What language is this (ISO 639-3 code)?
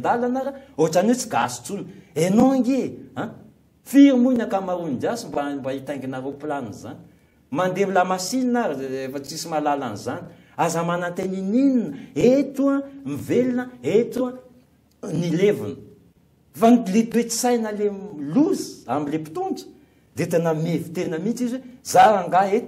mlg